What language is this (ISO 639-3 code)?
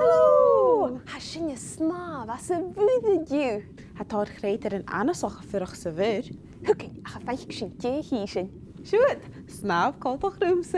gla